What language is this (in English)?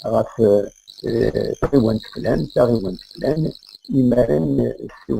Kabyle